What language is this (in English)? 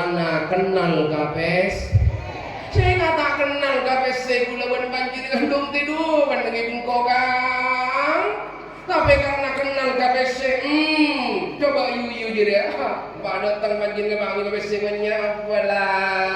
Madurese